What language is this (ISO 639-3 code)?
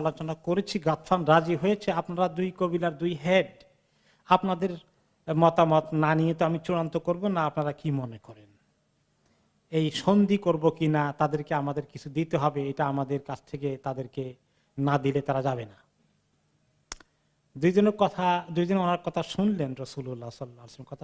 ben